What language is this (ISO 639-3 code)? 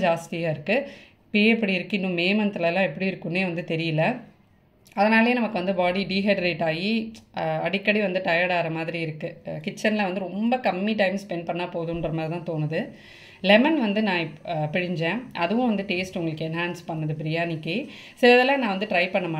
tam